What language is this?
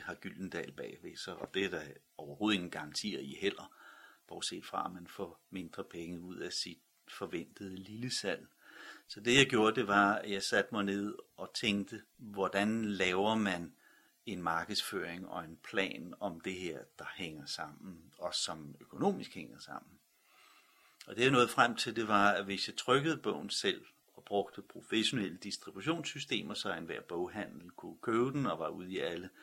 Danish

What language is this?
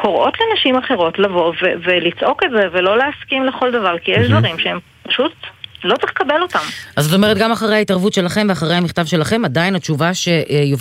Hebrew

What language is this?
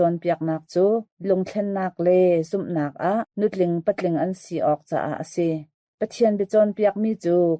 Hakha Chin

